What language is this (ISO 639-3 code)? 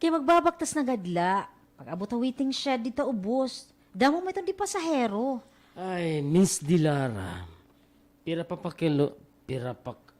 war